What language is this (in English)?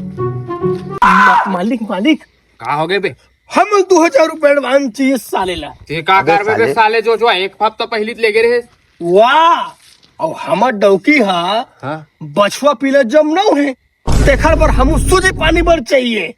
Chhattisgarhi